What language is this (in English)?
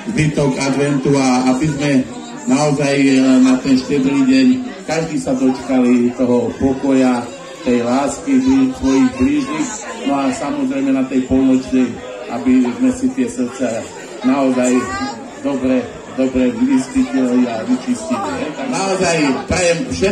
Slovak